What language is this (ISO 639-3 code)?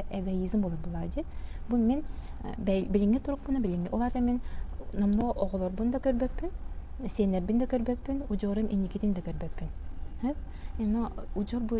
sah